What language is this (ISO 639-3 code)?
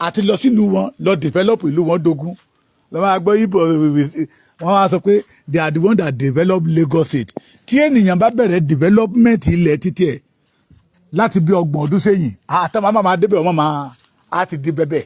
yor